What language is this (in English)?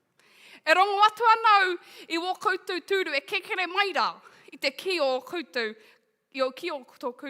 Māori